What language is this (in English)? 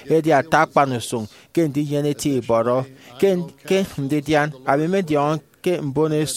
Efik